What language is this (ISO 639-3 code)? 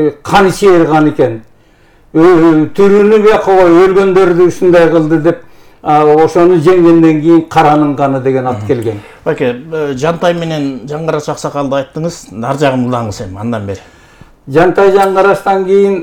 kir